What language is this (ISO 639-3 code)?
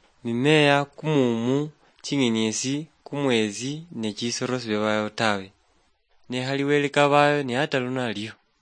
luy